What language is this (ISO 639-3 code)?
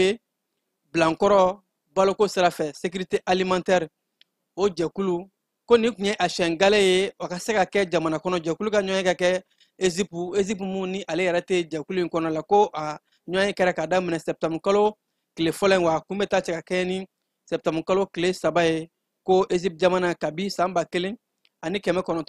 bam